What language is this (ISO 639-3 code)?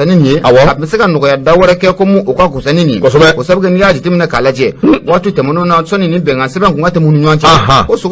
bam